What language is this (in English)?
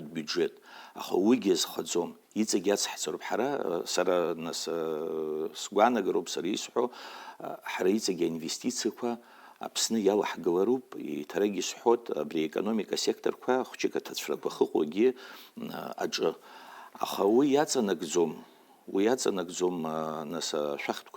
Abkhazian